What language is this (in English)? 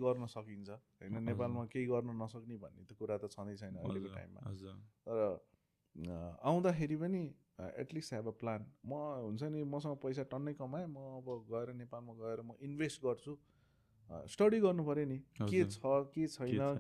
Nepali